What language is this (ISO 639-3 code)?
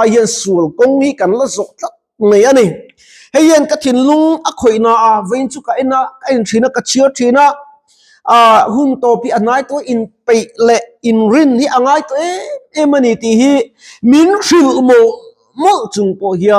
lus